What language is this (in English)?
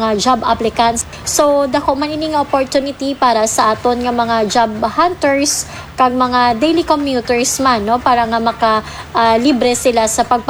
Hiligaynon